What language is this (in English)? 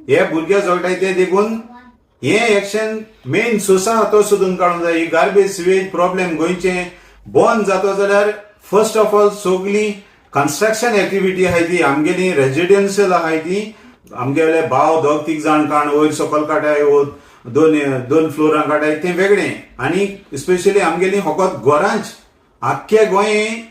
Konkani